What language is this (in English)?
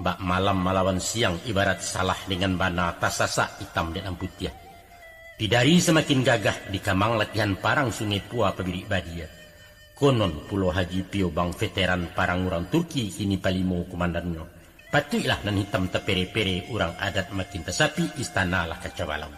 Minangkabau